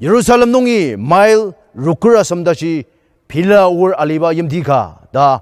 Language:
Ao Naga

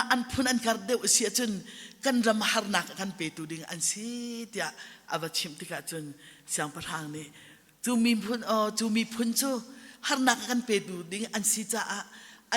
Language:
Hakha Chin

